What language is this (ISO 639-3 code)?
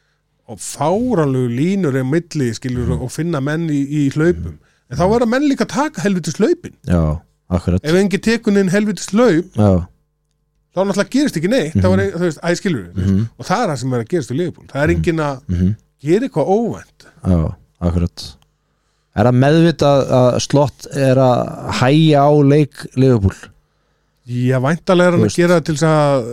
isl